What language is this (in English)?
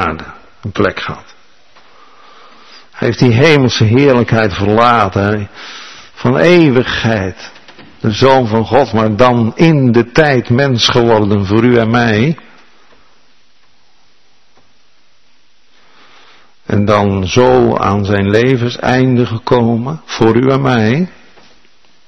Dutch